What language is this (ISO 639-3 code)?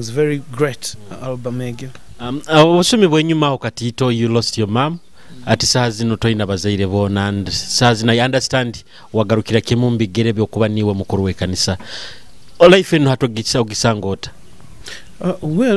nyo